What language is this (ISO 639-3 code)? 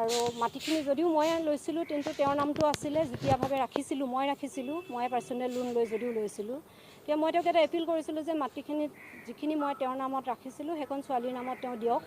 asm